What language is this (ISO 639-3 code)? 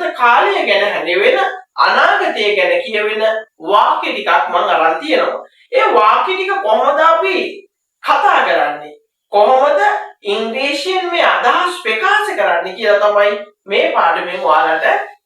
sin